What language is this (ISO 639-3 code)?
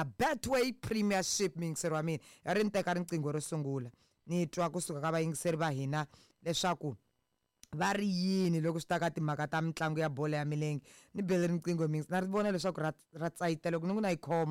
tso